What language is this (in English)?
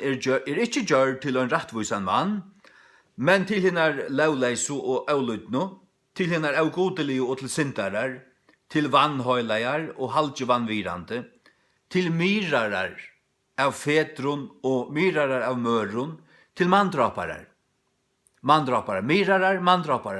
Faroese